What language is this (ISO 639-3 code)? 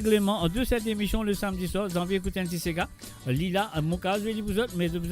mfe